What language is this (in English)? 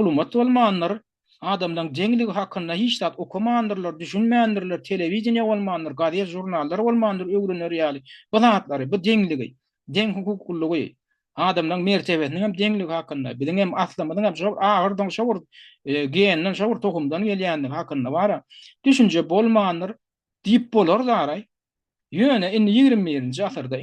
Turkmen